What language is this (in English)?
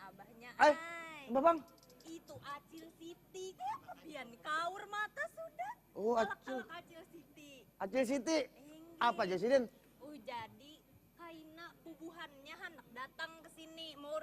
Banjar